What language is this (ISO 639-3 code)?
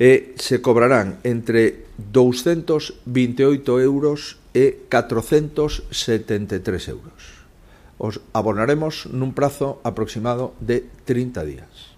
glg